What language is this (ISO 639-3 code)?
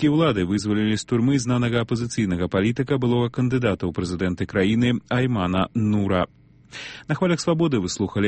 bel